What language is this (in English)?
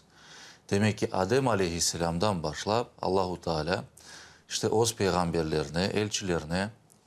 Crimean Tatar